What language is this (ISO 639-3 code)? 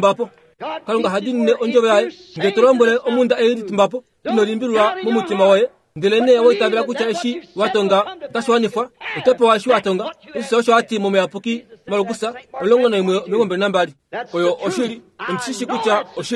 kua